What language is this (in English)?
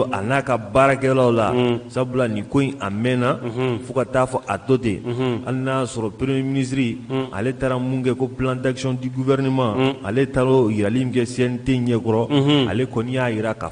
Bambara